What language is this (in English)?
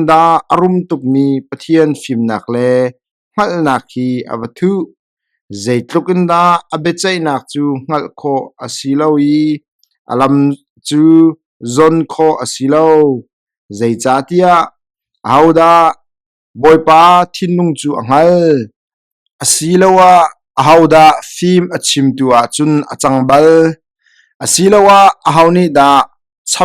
Hakha Chin